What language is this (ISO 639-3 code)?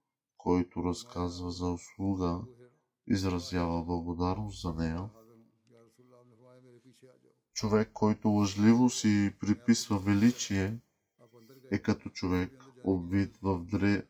bul